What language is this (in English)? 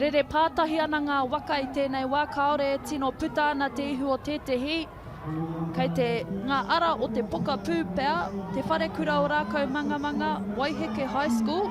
Māori